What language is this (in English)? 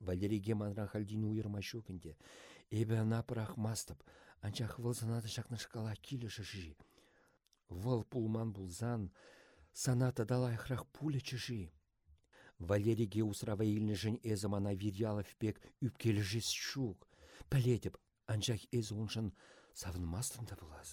Chuvash